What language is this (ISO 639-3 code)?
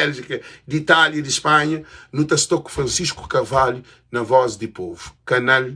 kea